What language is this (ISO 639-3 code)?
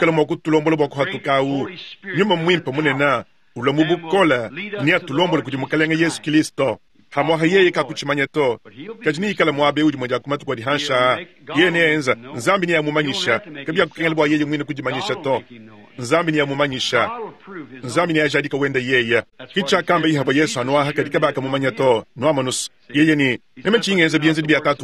lua